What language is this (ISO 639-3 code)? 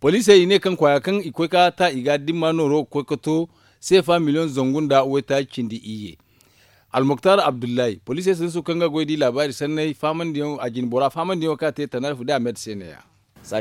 dje